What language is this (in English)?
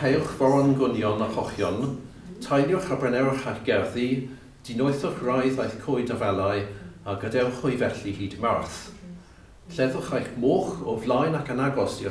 Welsh